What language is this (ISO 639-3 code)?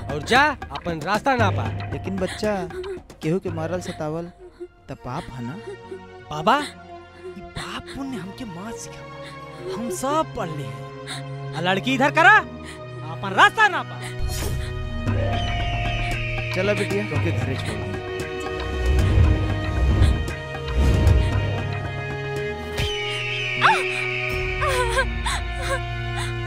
bho